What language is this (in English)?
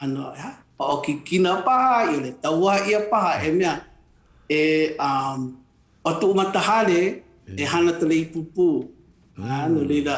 Hawaiian